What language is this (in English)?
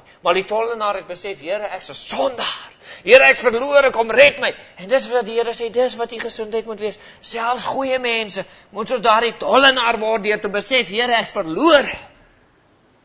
Afrikaans